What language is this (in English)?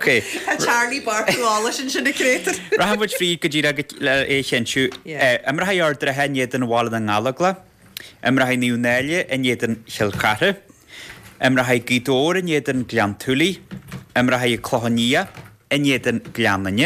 Irish